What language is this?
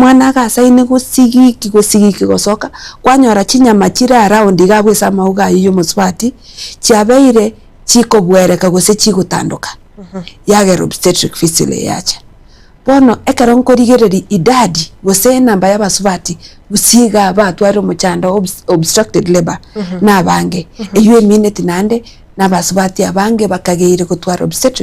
Gusii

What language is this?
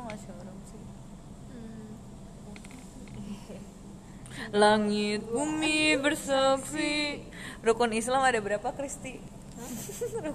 Indonesian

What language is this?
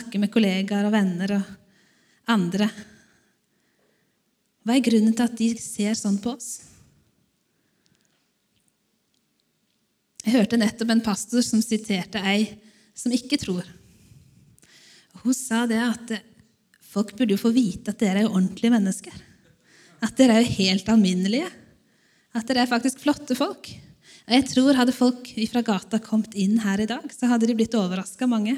Norwegian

